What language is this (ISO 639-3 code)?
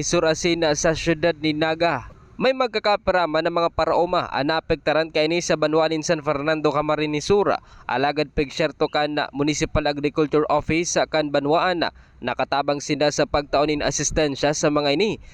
bik